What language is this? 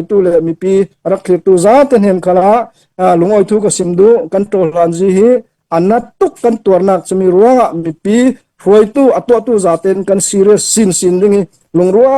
Hakha Chin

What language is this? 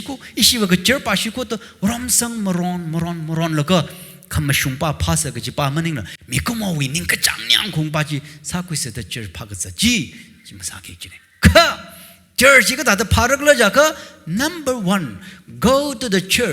Tangkhul Naga (India)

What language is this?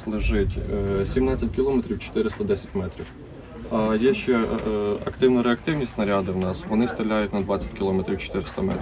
Ukrainian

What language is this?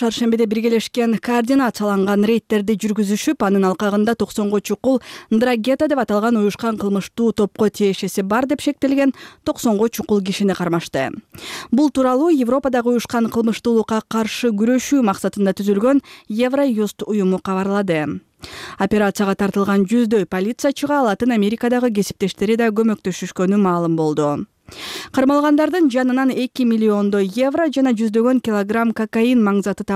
Kyrgyz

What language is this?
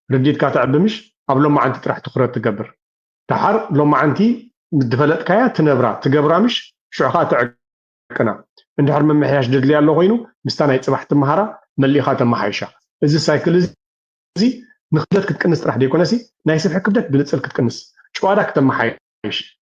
Tigrinya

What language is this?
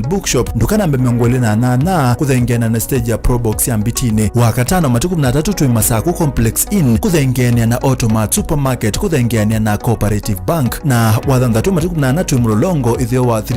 Kamba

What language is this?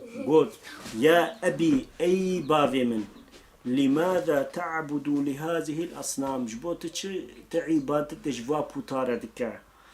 Kurdish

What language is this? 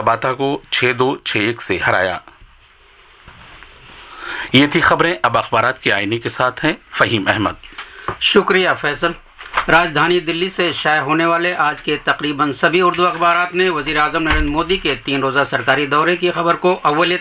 Urdu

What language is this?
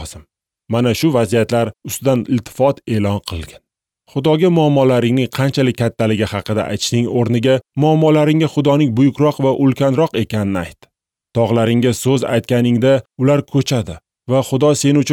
Uzbek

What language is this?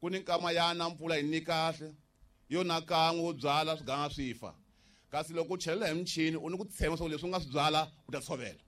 Tsonga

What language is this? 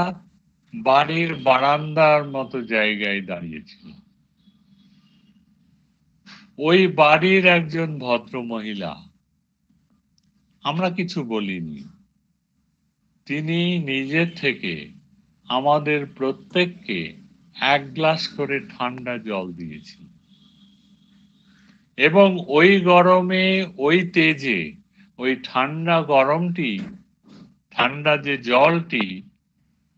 Bangla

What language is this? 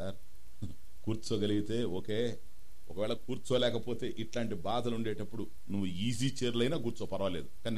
Telugu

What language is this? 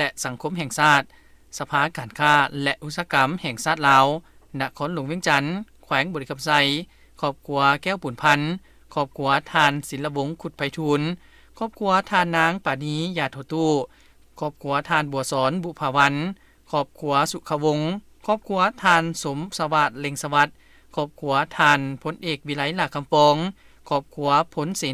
Lao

